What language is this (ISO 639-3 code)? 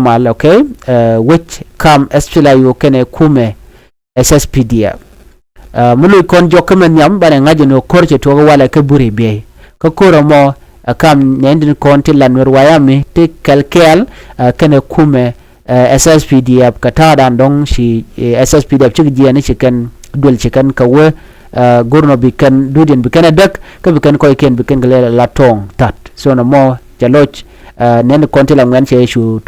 nus